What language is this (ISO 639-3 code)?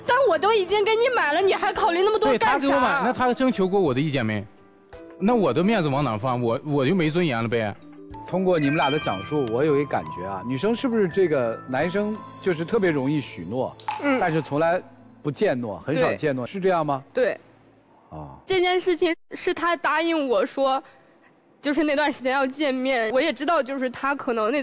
zho